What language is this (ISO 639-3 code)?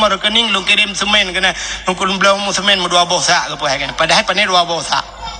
ace